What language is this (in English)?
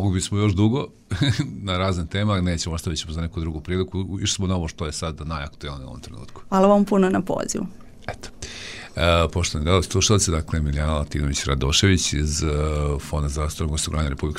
Serbian